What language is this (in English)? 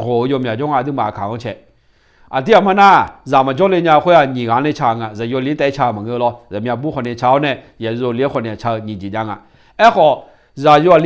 Akha